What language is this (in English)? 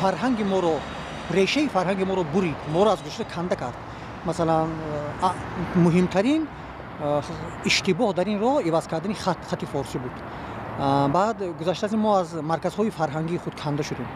Tajik